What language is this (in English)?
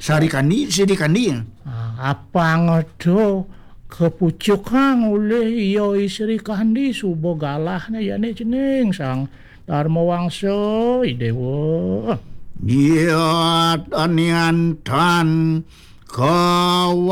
Balinese